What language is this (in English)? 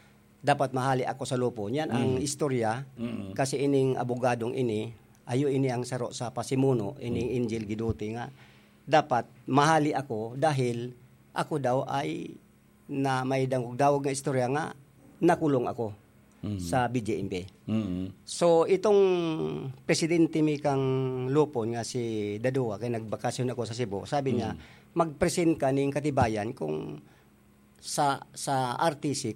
Bikol